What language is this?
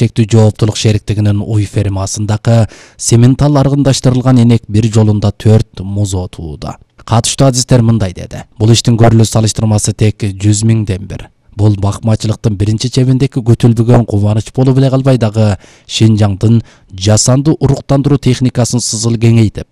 Kyrgyz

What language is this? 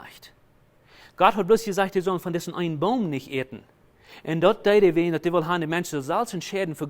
Plautdietsch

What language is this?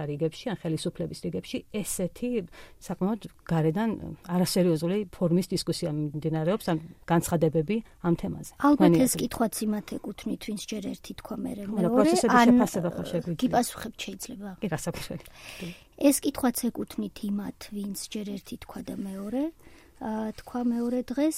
Georgian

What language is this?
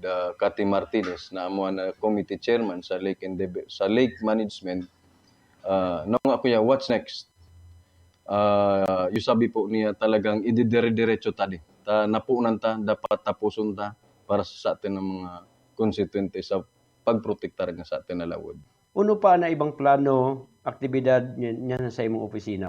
Buhi'non Bikol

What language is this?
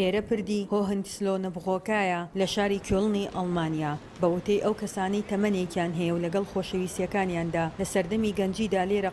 Central Kurdish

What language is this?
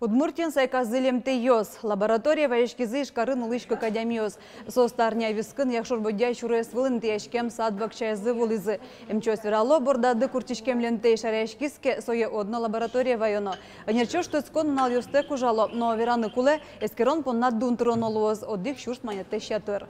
Udmurt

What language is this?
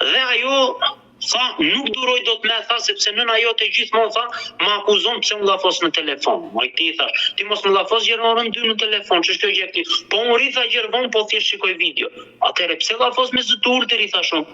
Albanian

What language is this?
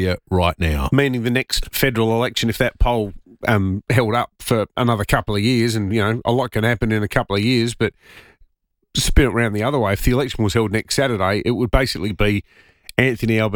English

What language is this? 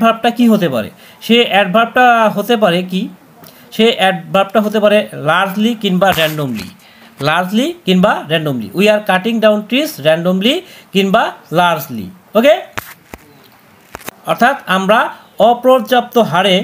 Bangla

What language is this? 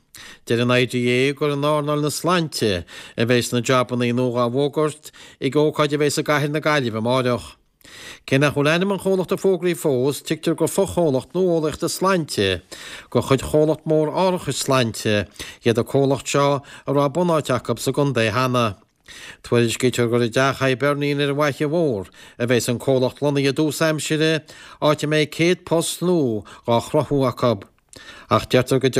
Irish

